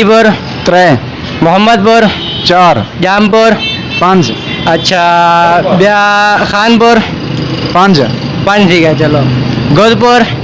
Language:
Saraiki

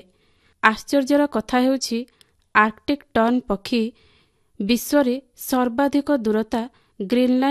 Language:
Odia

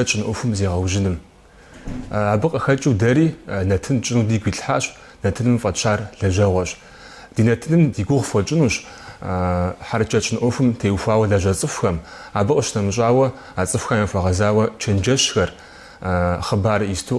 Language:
Kabardian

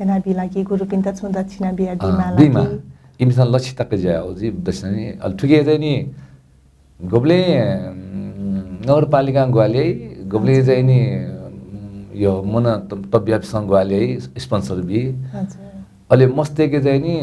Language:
Newari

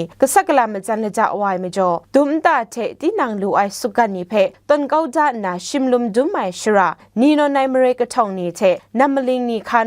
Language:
Kachin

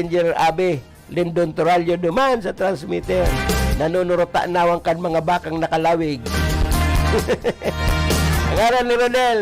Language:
Bikol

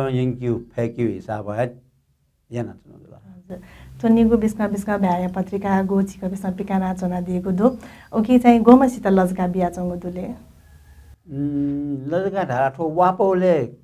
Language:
Newari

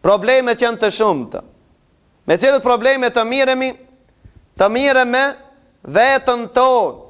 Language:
Albanian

